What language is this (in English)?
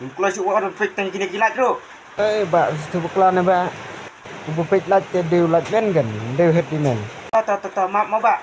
Khasi